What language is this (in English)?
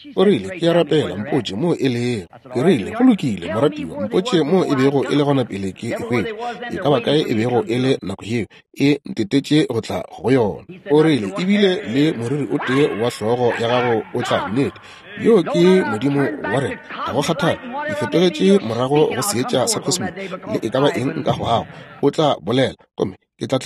Northern Sotho